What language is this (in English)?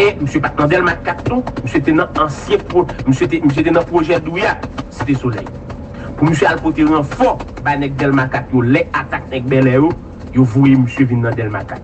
Haitian Creole